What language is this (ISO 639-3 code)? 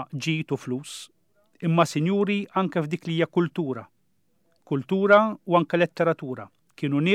mlt